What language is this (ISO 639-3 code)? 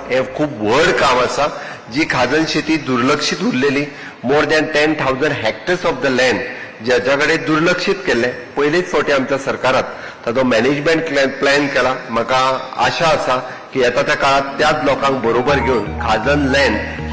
kok